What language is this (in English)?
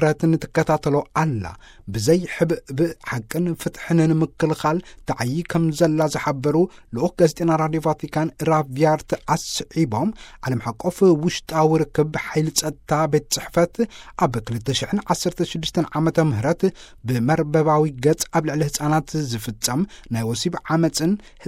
Tigrinya